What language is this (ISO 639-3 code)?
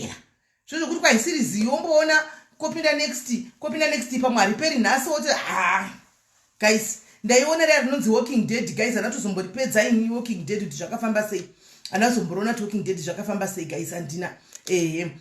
sna